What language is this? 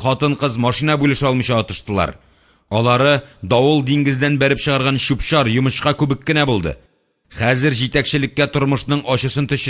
Tatar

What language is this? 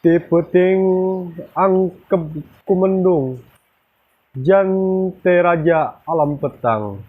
Sundanese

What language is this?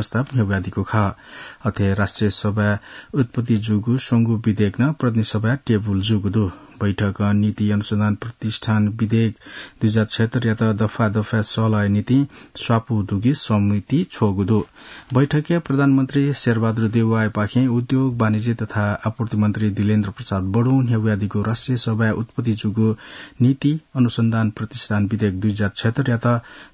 Newari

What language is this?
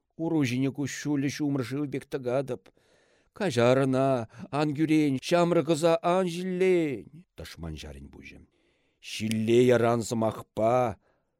Chuvash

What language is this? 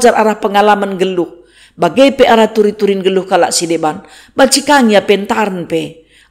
Batak Karo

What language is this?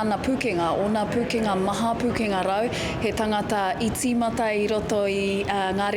Māori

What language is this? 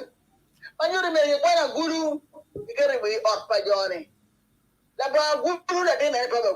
Acoli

